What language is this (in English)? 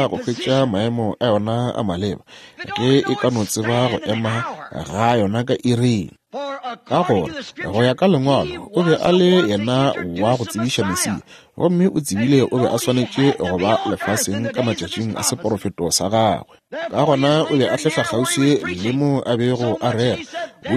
Northern Sotho